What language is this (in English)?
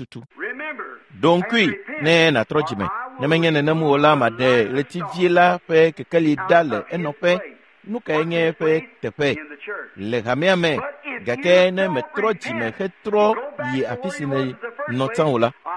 Ewe